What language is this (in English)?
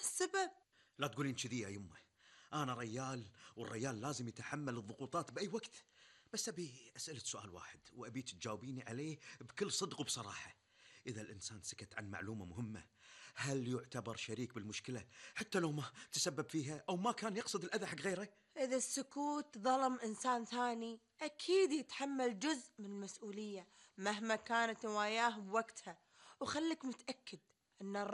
Gulf Arabic